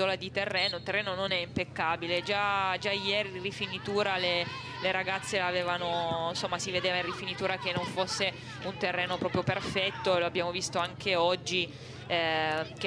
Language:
Italian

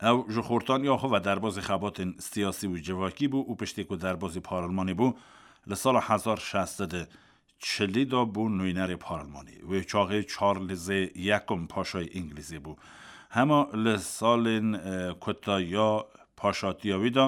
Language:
Kurdish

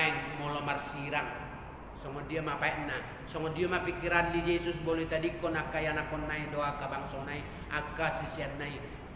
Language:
Batak Toba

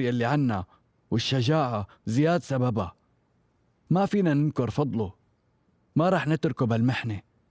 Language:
North Levantine Arabic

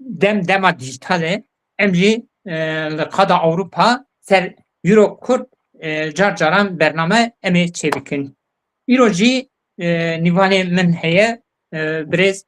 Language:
Kurdish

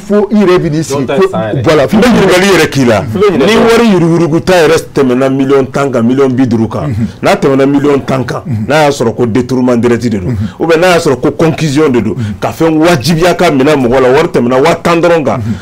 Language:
Bambara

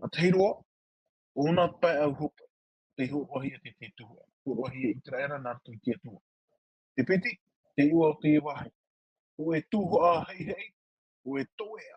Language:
Tahitian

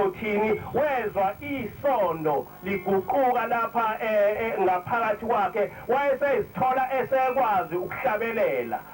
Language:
Zulu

